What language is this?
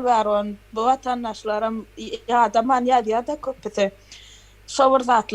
Turkmen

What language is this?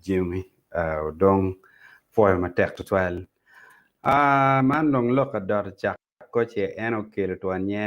Acoli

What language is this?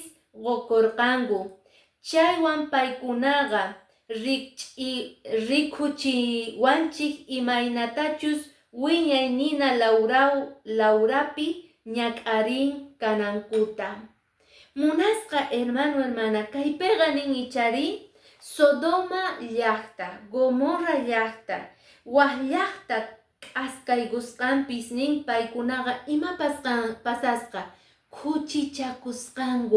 Quechua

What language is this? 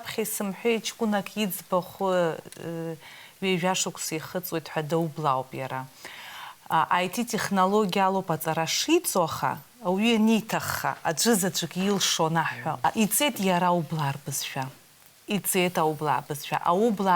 Abkhazian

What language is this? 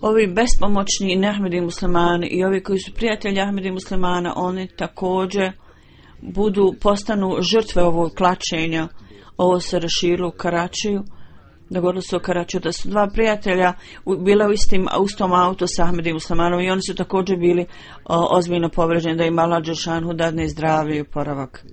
Bosnian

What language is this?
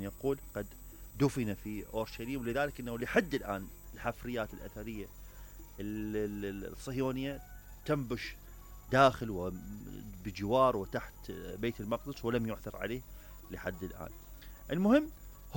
Mesopotamian Arabic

